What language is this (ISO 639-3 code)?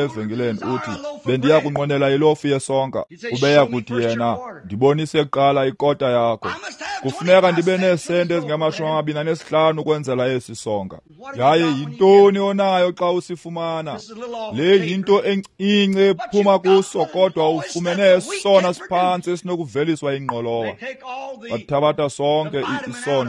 xho